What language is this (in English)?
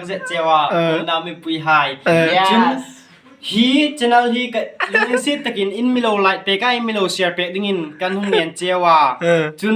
Hmar